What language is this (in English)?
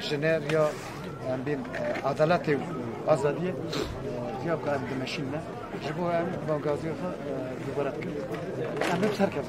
Kurdish